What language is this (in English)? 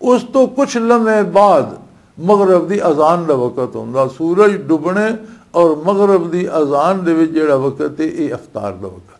Western Panjabi